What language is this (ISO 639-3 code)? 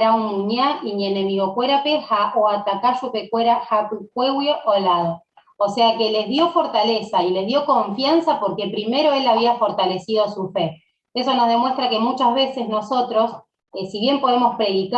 grn